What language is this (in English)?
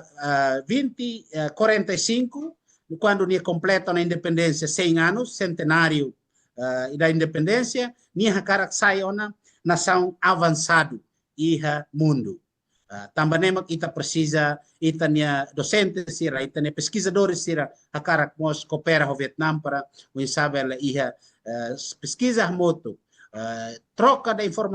Tetum